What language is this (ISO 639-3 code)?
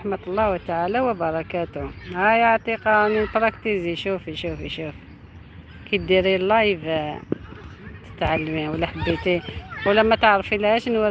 arq